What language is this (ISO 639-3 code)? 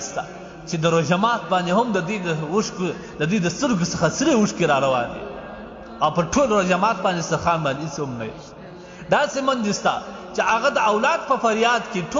pus